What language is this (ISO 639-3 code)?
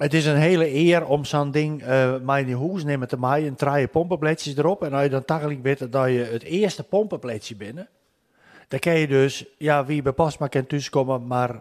fry